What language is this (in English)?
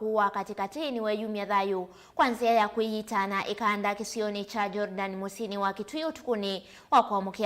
Kamba